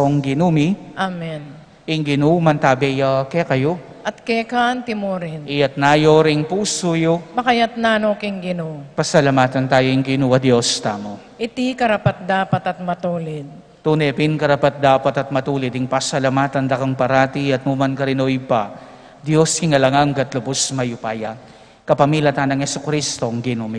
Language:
Pampanga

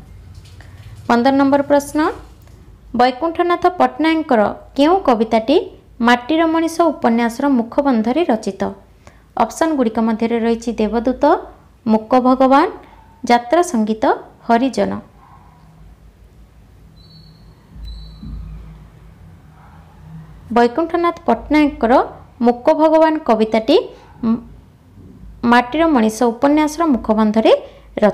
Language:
Odia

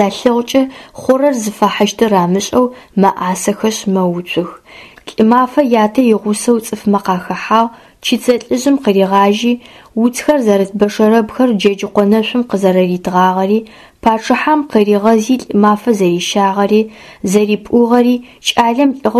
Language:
Adyghe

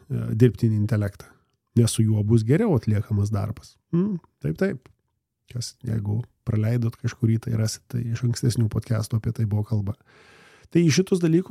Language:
Lithuanian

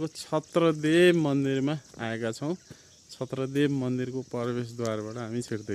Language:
Nepali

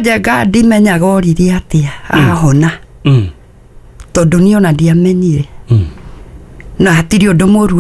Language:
Kikuyu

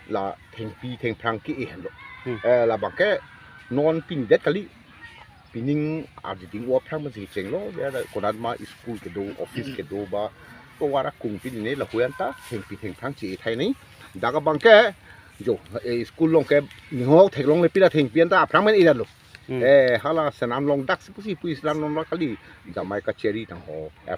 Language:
Karbi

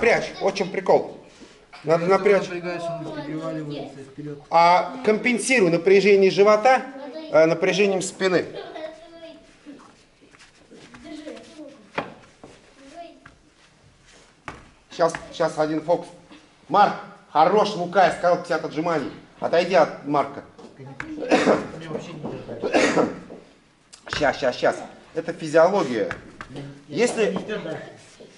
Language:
Russian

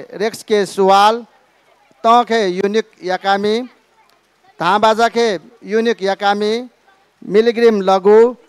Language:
Newari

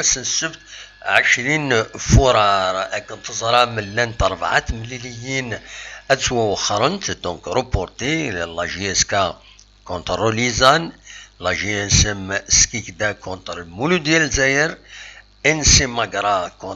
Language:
Kabyle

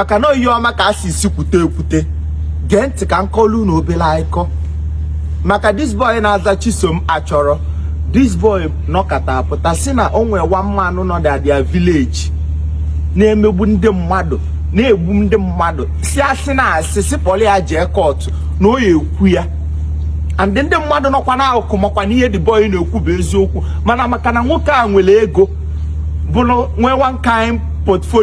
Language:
Igbo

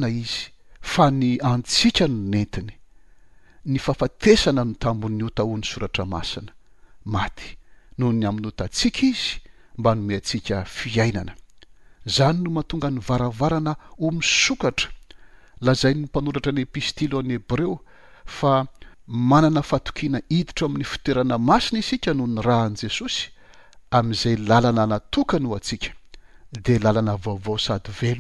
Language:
Malagasy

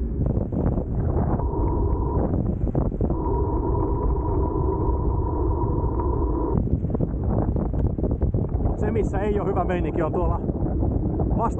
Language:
Finnish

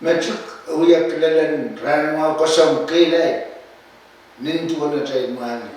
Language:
Pohnpeian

